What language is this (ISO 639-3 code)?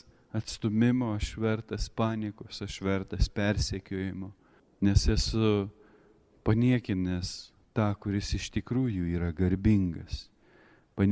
lit